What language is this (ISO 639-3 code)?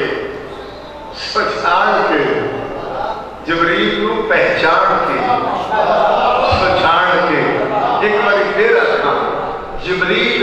urd